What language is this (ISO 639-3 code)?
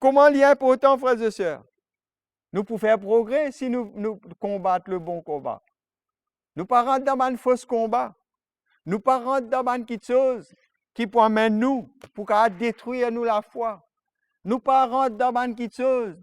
mfe